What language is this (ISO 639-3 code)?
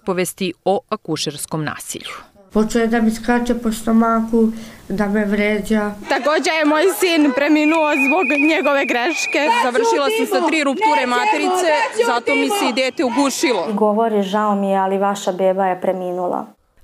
hrv